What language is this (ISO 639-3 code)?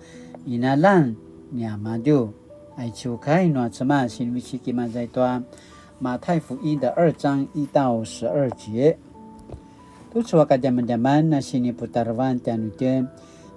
pwn